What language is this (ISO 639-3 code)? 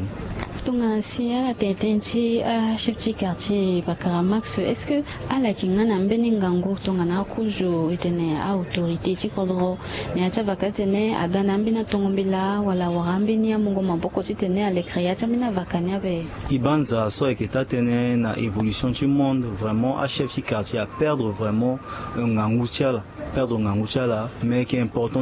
sag